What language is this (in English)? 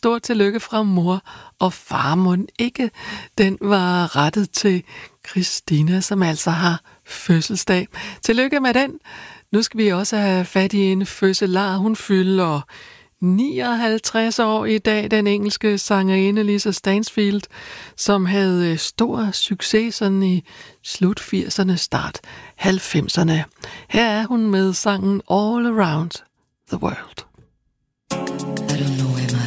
Danish